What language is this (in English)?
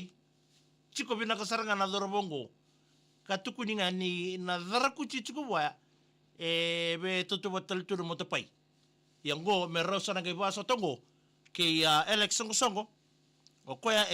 Fijian